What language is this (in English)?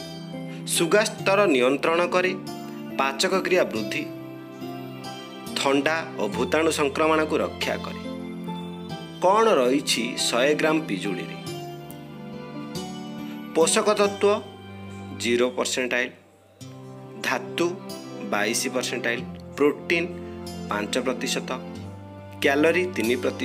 Odia